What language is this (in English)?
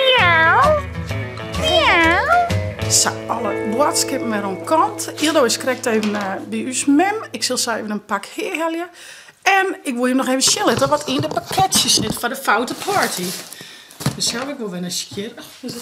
Western Frisian